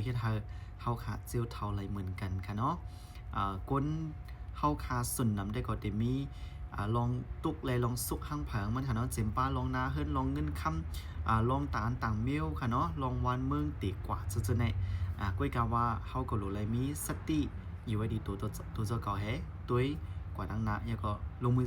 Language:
Shan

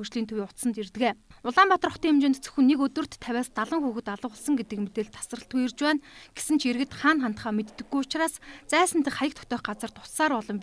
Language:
Mongolian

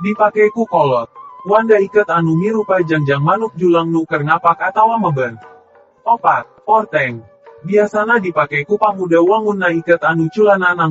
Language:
Sundanese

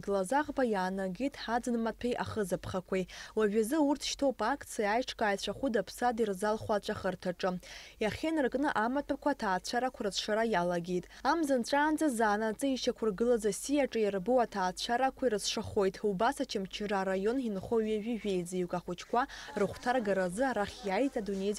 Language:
Abkhazian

